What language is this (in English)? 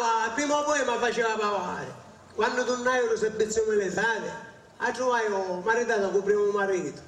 Sicilian